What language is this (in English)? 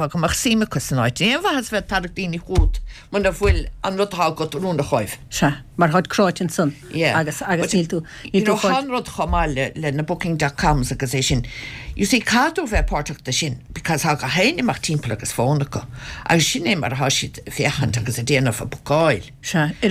Irish